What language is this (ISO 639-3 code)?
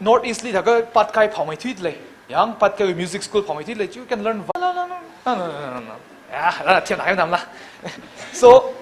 nmf